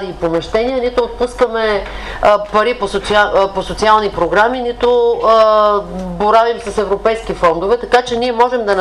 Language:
Bulgarian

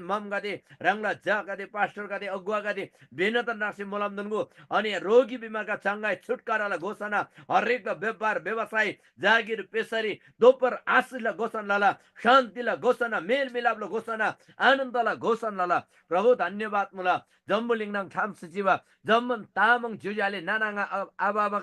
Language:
Eastern Tamang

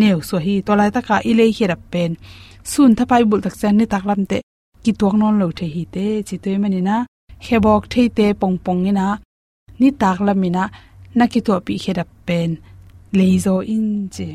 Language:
Tedim Chin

